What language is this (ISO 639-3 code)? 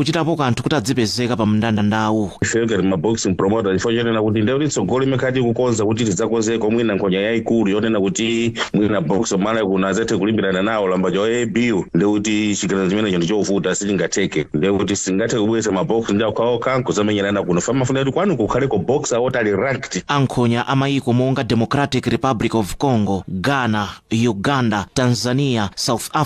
nya